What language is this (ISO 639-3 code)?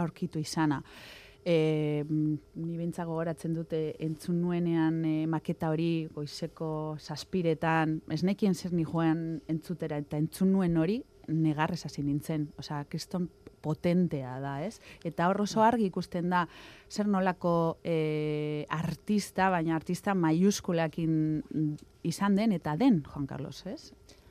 eus